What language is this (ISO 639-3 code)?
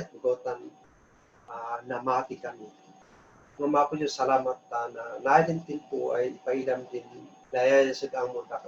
kne